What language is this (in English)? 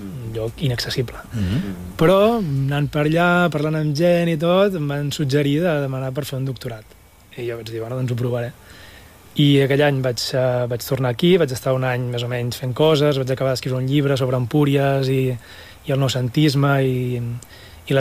Catalan